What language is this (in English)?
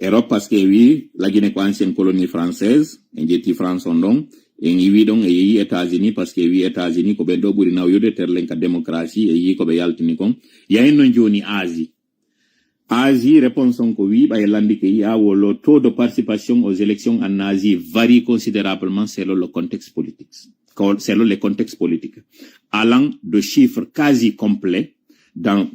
Fula